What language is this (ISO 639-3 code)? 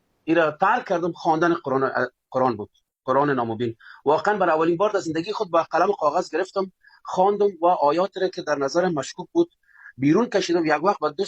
fas